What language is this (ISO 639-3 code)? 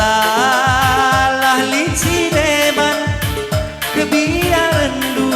btx